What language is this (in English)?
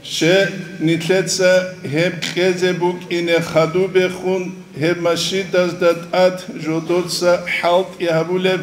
Avaric